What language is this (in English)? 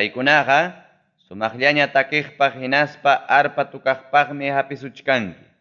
Ayacucho Quechua